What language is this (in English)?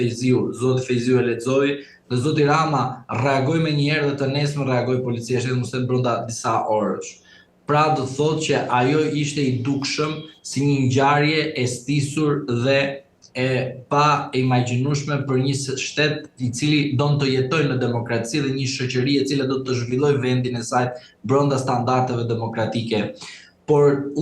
Albanian